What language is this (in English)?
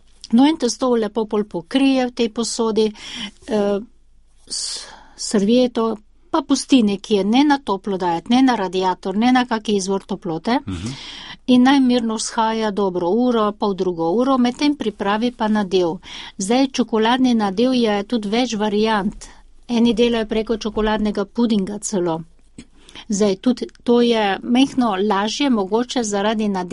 Slovenian